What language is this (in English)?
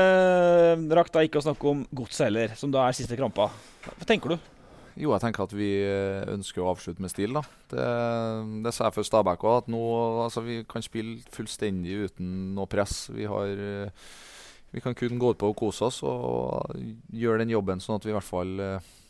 Norwegian